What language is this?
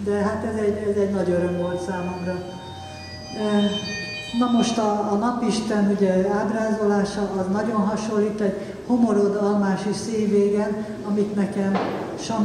Hungarian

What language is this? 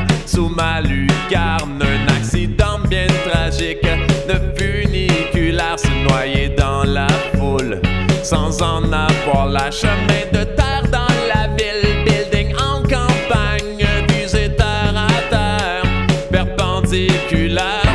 French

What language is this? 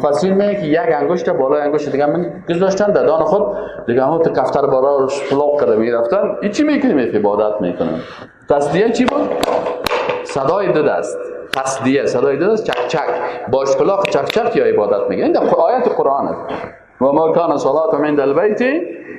Persian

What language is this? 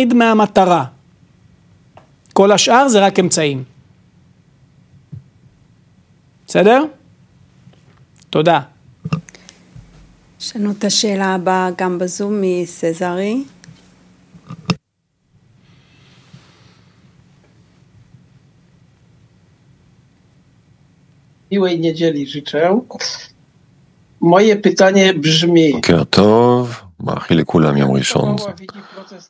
Hebrew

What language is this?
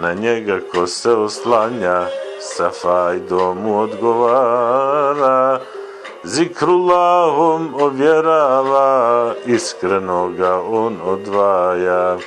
Bosnian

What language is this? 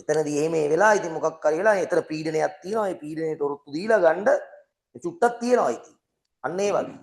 Sinhala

